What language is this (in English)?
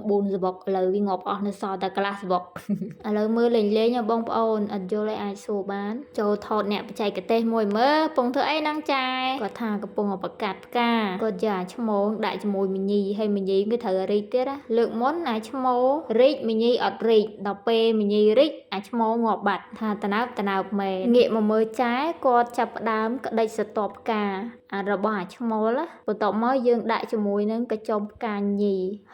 Khmer